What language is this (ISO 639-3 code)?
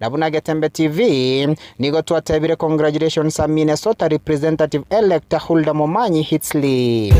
guz